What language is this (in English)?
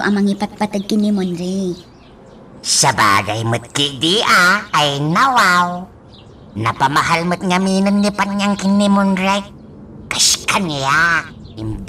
Iloko